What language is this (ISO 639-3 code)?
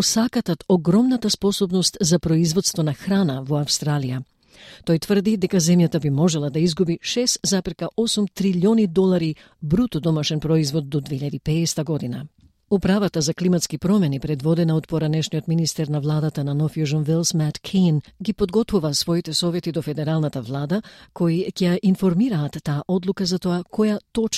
mkd